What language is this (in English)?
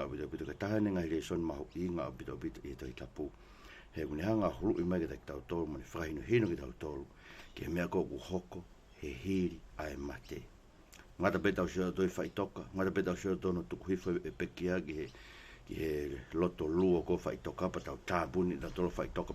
Tongan